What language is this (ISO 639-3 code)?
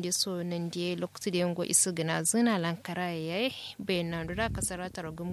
kau